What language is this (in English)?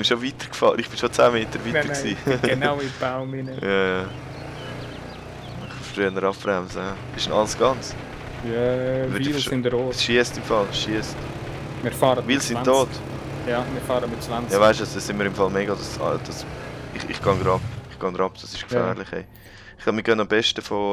Swiss German